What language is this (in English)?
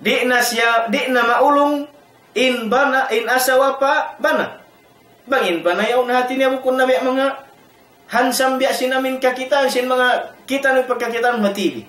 Tausug